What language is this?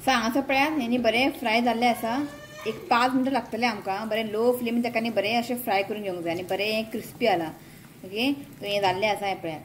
Konkani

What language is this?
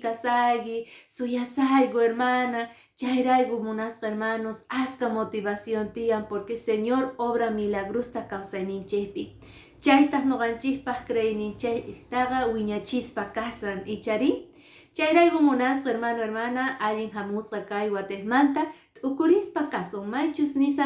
Quechua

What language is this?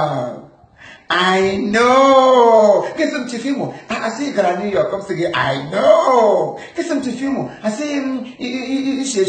Igbo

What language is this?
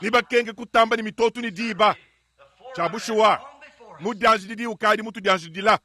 Luba-Lulua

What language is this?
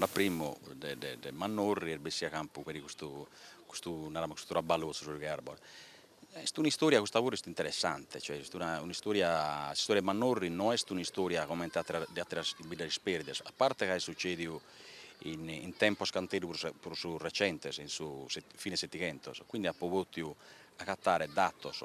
Sardinian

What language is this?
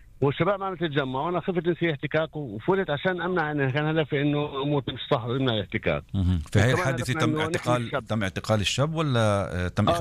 North Levantine Arabic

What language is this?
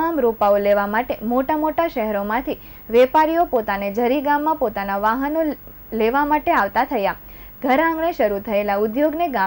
Gujarati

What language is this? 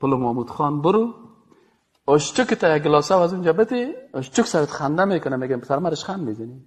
Persian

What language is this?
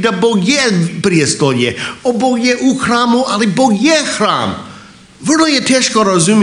Croatian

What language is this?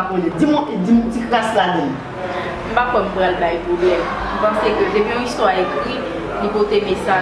Haitian Creole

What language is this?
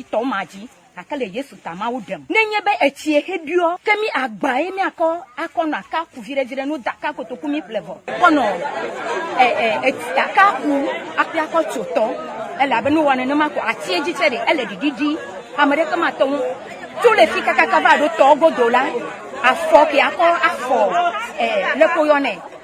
Ewe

